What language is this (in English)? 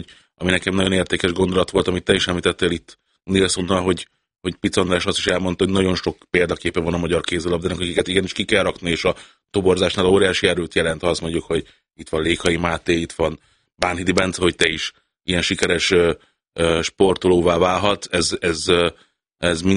Hungarian